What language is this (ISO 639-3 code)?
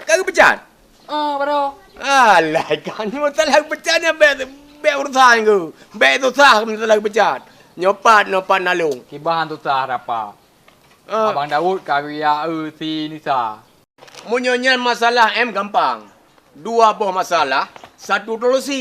ace